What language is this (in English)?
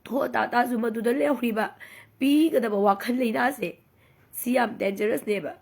Manipuri